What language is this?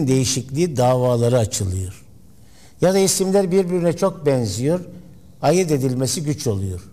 Turkish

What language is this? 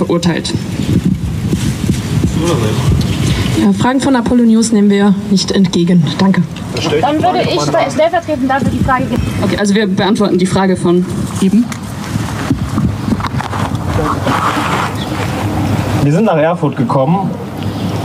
German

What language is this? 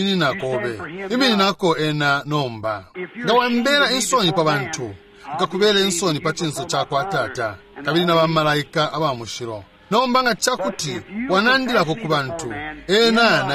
Bemba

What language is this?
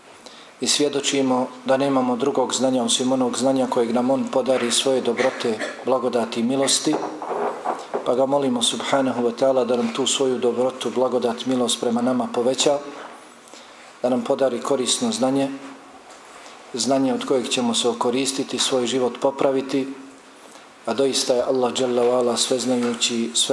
Bosnian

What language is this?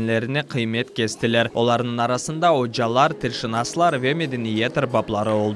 Crimean Tatar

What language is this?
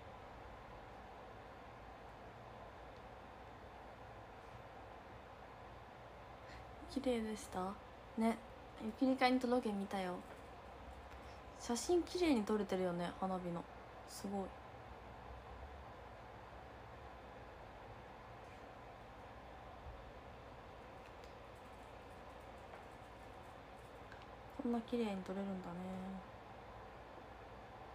Japanese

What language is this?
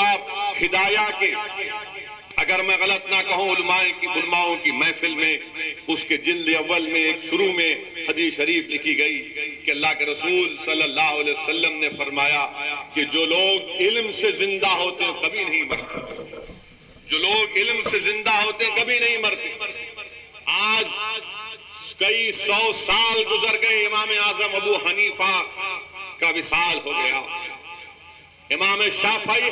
Urdu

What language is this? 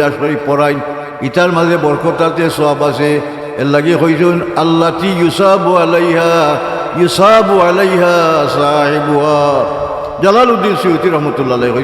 Sylheti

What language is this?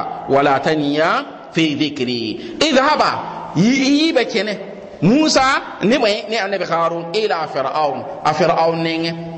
Mossi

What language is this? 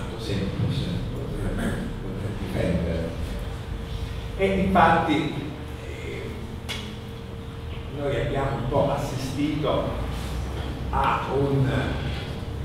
Italian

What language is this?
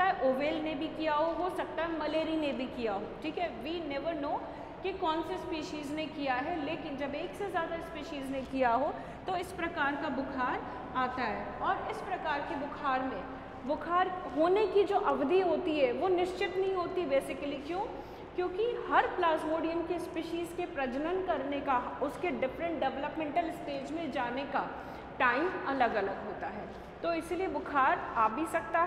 Hindi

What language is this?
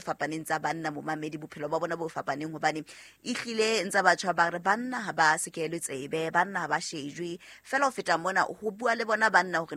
Southern Sotho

